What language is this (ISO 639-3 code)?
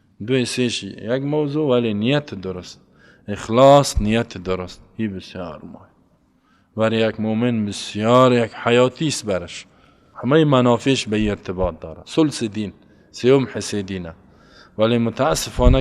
fas